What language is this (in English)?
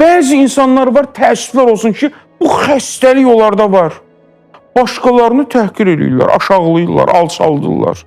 Azerbaijani